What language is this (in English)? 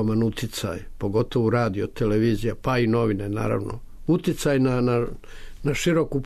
Serbian